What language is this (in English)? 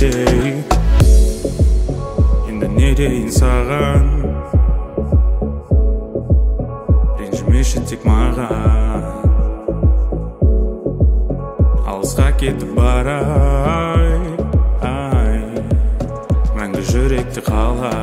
Kazakh